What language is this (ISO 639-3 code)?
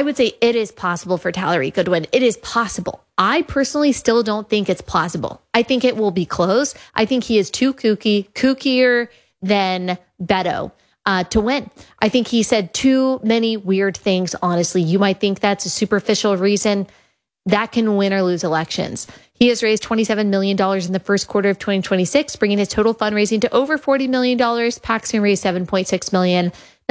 eng